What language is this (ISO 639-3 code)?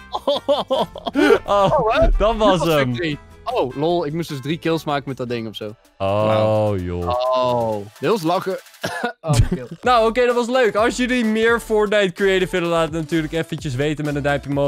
nld